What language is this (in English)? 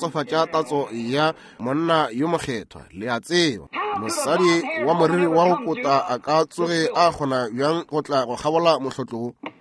Northern Sotho